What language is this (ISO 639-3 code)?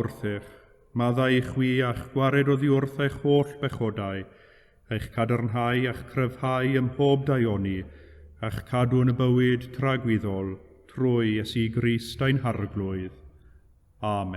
cym